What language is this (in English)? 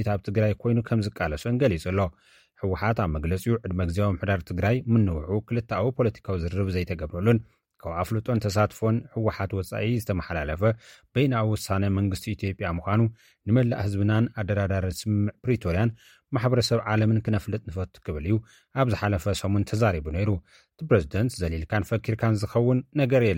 Tigrinya